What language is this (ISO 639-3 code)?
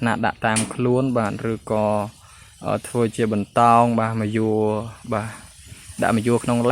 khm